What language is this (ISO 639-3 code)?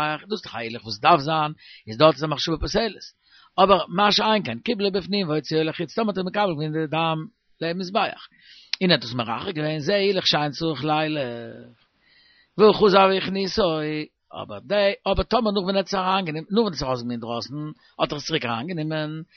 yid